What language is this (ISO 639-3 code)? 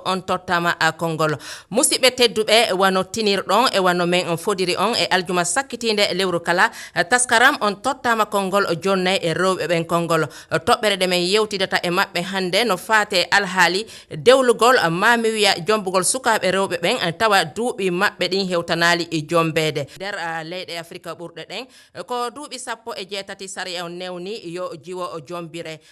ful